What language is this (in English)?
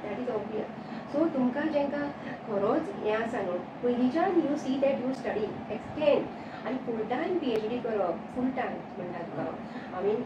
Konkani